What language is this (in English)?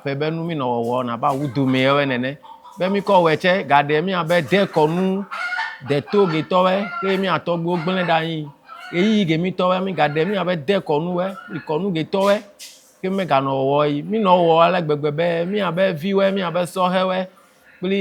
Ewe